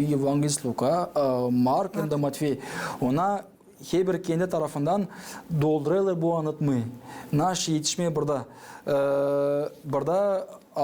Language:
Gagauz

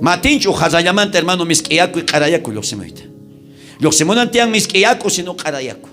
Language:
South Bolivian Quechua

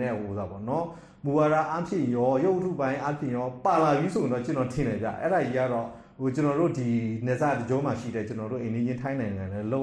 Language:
Burmese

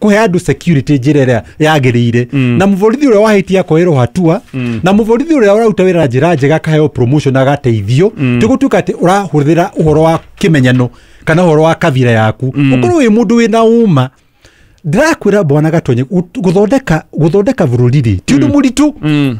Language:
Kikuyu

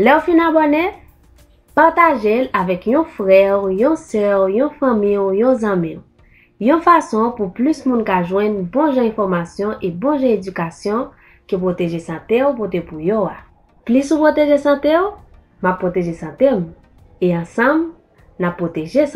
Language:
Haitian Creole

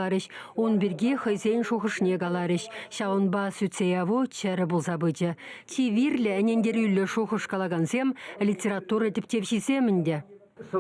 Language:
Chuvash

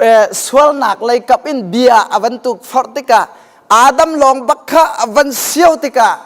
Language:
Hakha Chin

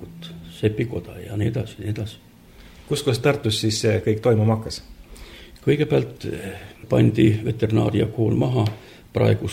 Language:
Estonian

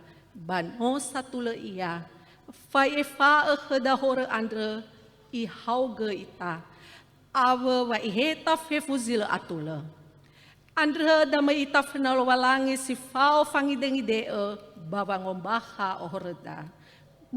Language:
Nias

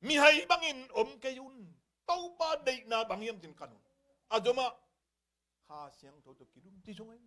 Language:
Tedim Chin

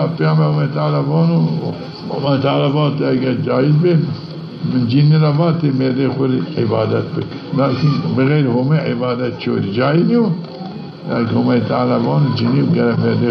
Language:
Zaza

